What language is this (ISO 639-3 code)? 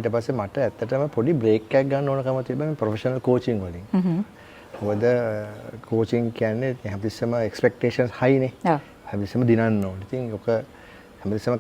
sin